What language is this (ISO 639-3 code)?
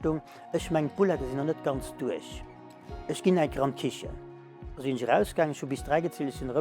ltz